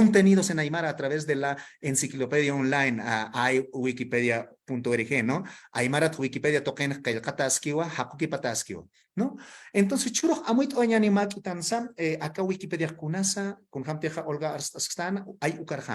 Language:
Aymara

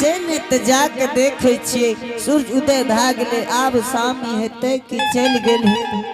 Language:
Angika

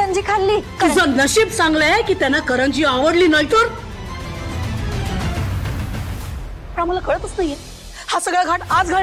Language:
Marathi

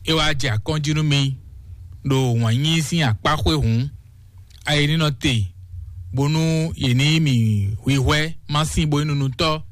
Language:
Fon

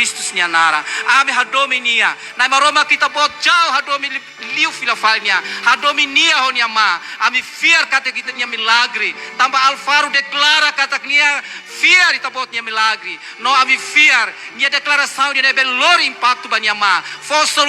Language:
Tetum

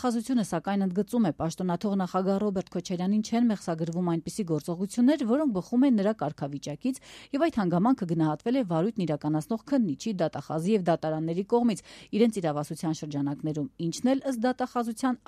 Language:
Armenian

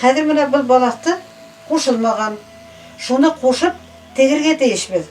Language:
Bashkir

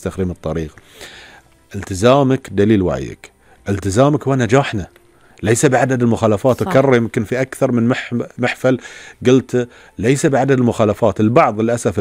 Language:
Gulf Arabic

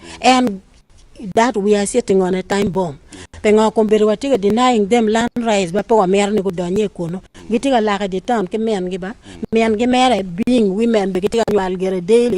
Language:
Acoli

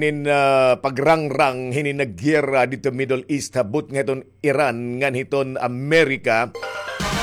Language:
Waray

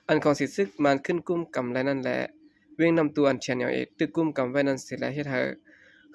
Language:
Shan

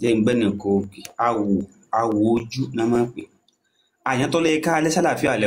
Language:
Yoruba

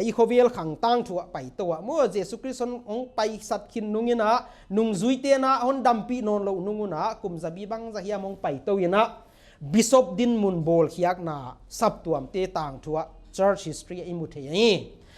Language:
Paite Chin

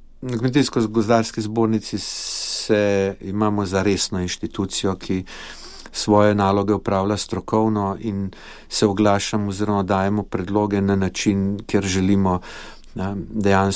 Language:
Slovenian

